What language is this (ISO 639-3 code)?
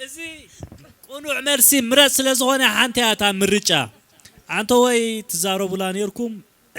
tir